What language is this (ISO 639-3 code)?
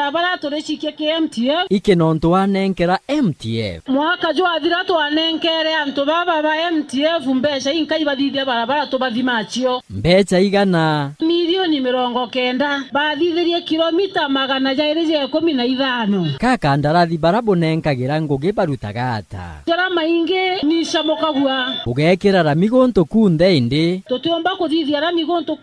mer